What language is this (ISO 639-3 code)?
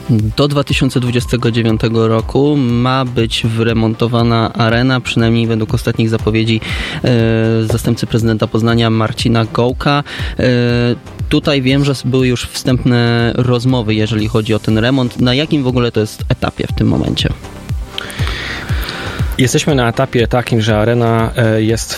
pol